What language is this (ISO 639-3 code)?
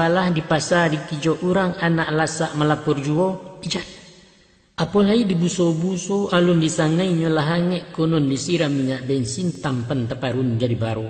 min